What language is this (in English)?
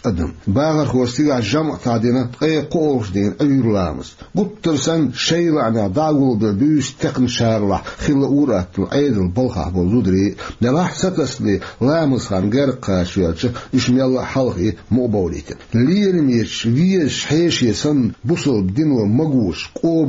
Chechen